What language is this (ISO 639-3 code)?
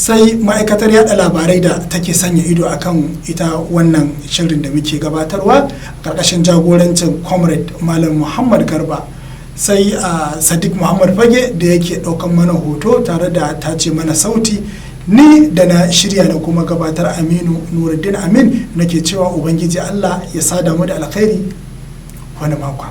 hau